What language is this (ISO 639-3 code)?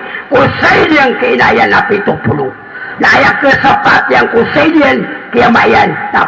mrw